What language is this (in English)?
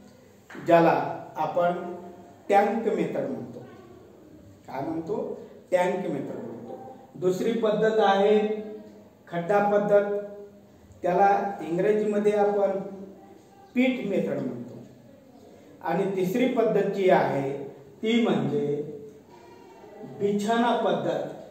Marathi